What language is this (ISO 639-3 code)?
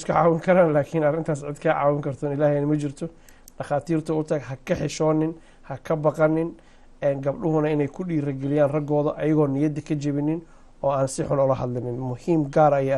som